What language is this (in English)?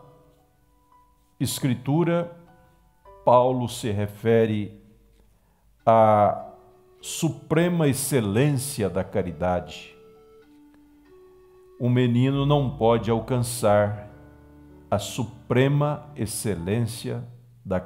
Portuguese